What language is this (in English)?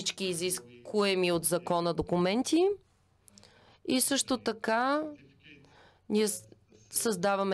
Bulgarian